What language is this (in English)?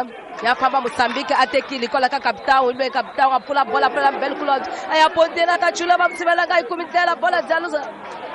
Tsonga